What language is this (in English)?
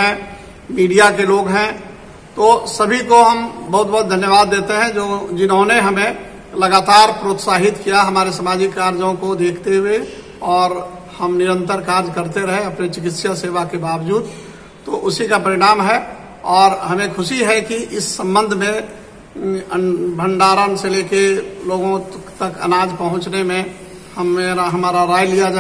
Hindi